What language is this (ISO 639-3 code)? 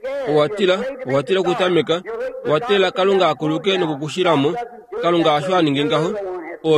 kua